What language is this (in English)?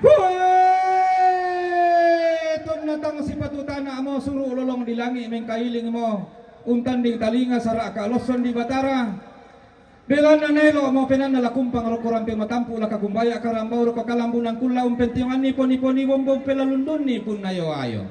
Toraja-Sa'dan